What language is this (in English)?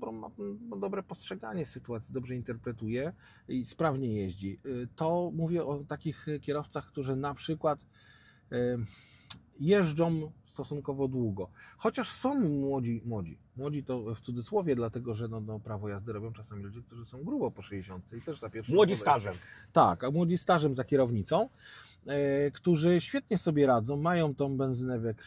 Polish